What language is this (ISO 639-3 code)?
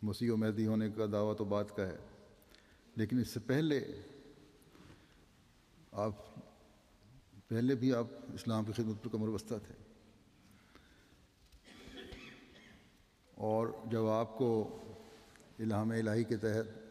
urd